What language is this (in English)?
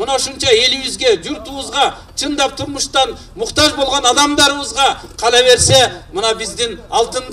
Kyrgyz